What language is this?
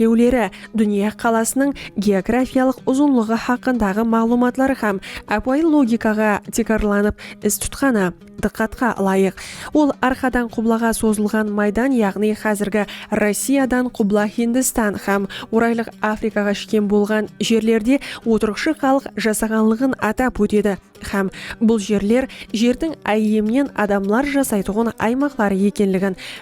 Kara-Kalpak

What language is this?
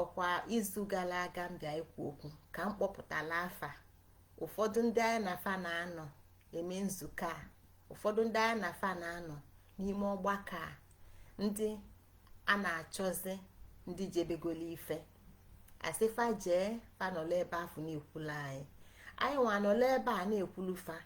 Igbo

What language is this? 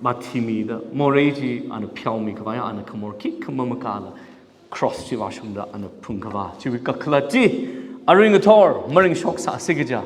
Tangkhul Naga (India)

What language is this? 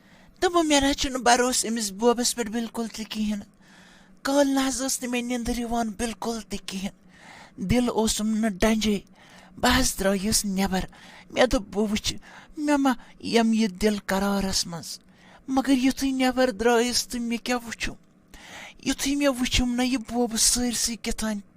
Kashmiri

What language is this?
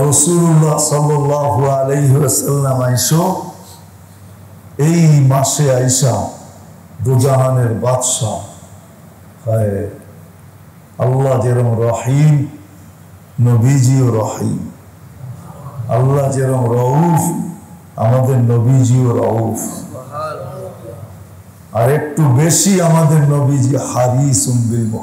Bangla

